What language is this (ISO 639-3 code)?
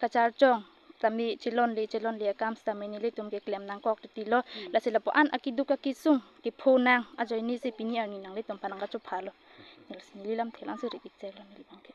mjw